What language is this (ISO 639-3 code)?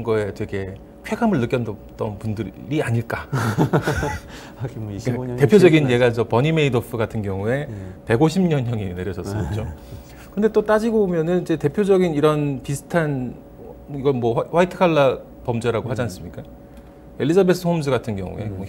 kor